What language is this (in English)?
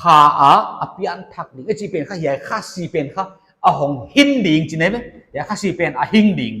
Paite Chin